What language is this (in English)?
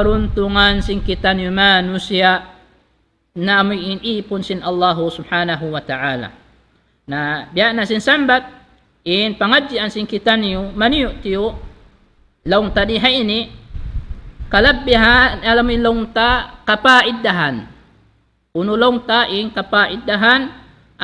Tausug